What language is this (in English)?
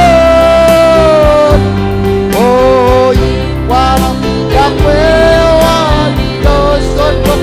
Marshallese